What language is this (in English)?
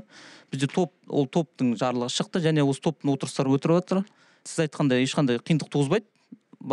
Kazakh